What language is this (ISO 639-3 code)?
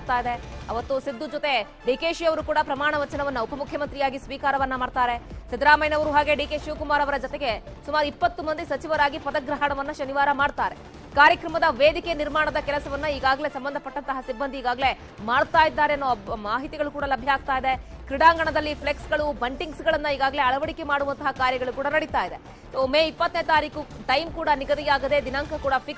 kan